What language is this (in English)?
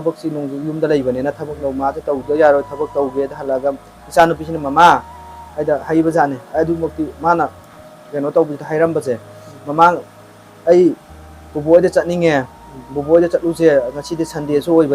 Manipuri